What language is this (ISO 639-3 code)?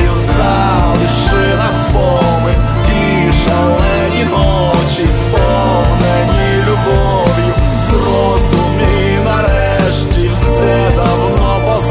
ukr